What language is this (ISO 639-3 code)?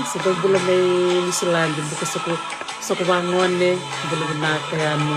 fij